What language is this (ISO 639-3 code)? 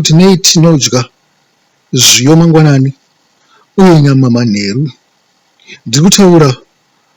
sna